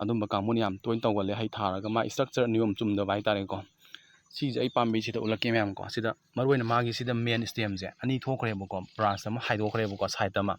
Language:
Manipuri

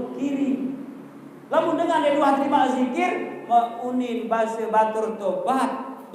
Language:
Sasak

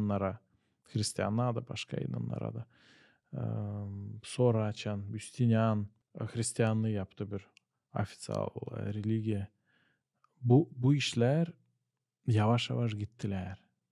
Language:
Gagauz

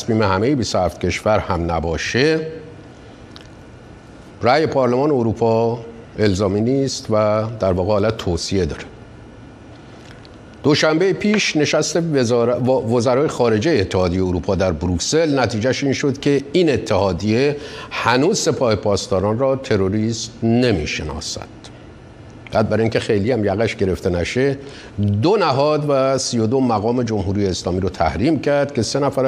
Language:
Persian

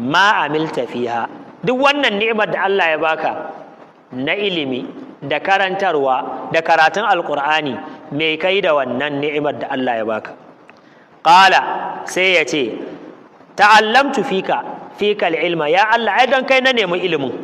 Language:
Hausa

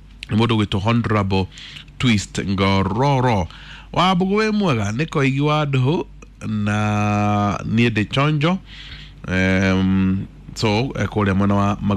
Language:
Kikuyu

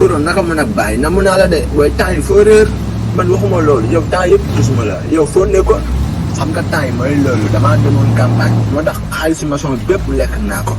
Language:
Wolof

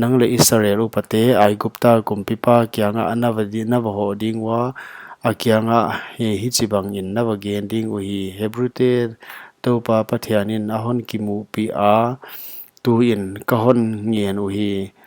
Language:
Paite Chin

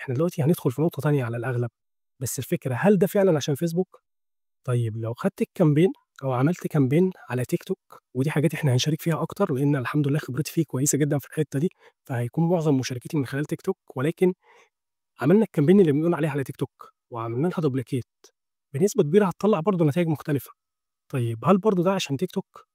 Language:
Egyptian Arabic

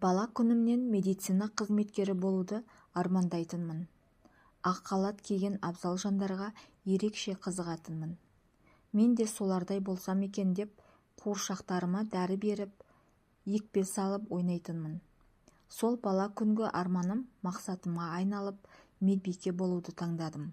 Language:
Kazakh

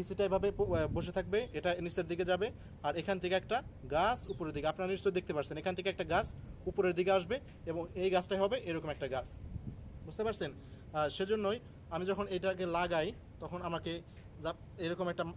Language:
Bangla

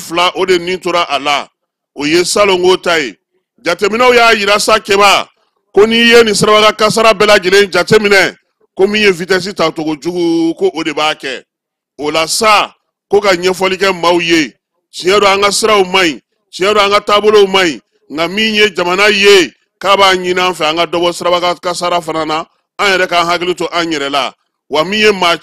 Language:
Bambara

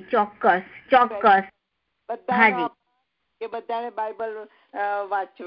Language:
Gujarati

